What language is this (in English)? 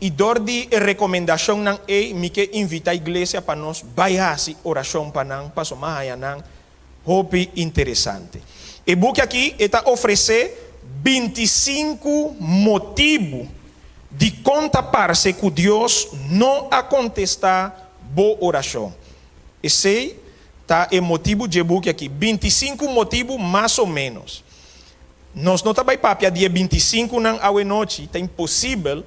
Papiamento